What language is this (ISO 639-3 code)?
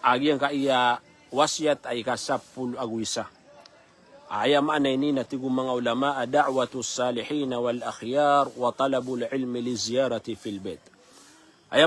mrw